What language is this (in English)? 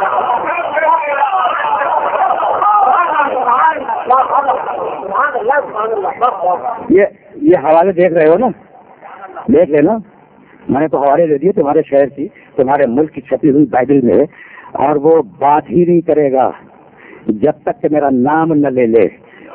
Urdu